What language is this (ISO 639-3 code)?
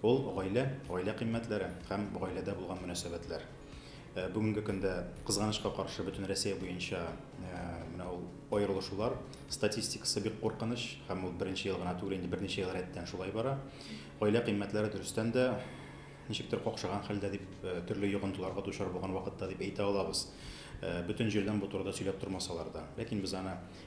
tat